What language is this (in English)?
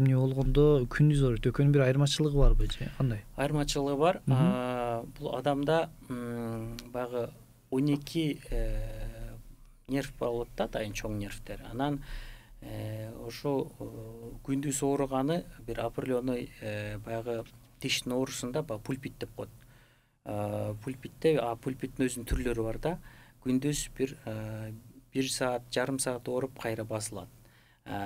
Kyrgyz